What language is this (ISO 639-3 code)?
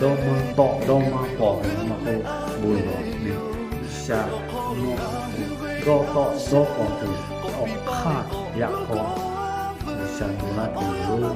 lhu